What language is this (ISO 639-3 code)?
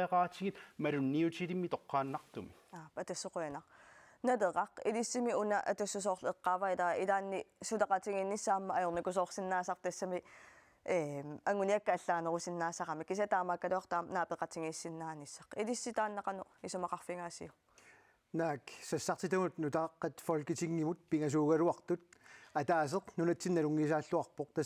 kal